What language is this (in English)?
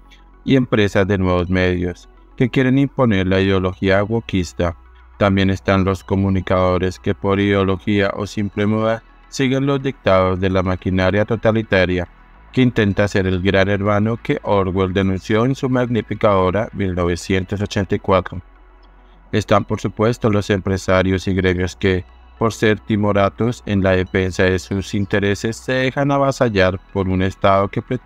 Spanish